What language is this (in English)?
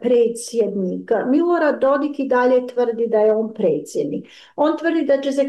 Bosnian